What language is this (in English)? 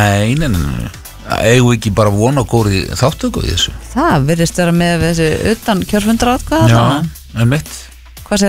Icelandic